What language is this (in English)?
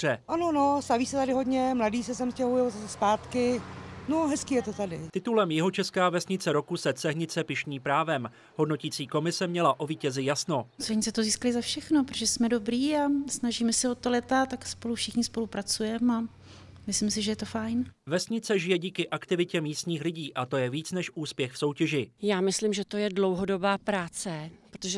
Czech